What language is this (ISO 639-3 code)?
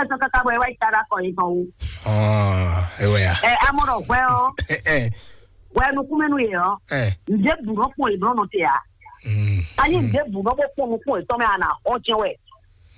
fon